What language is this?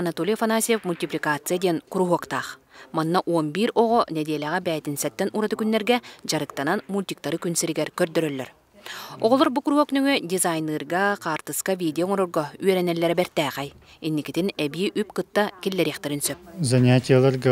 Yakut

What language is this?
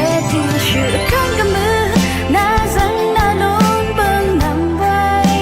Rawang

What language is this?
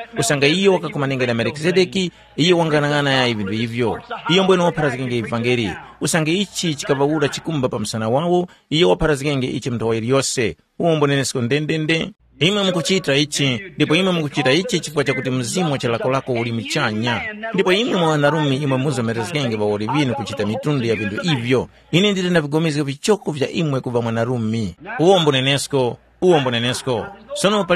Tumbuka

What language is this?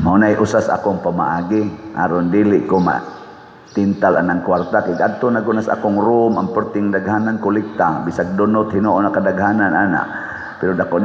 Cebuano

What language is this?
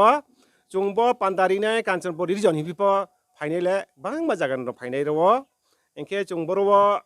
Riang (India)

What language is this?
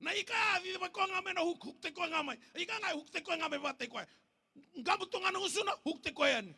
Fijian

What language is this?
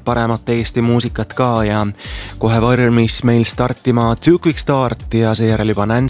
Estonian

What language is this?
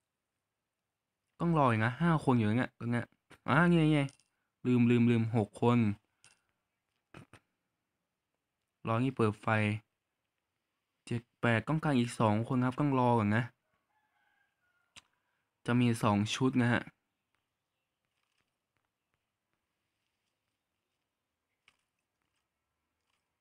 Thai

